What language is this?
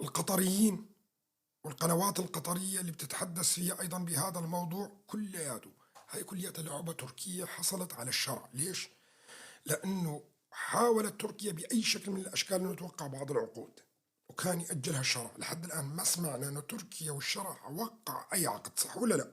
North Levantine Arabic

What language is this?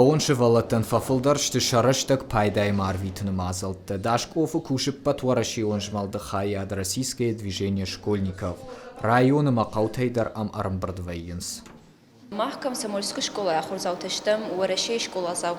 Ossetic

